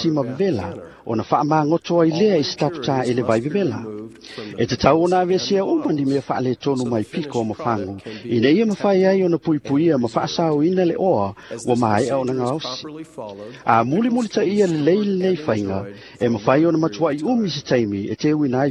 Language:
Samoan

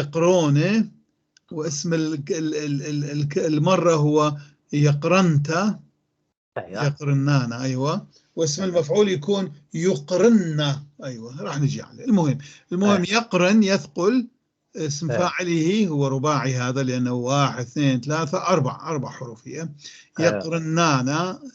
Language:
North Levantine Arabic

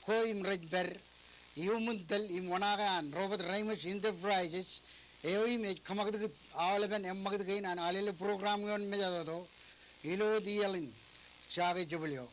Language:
Marshallese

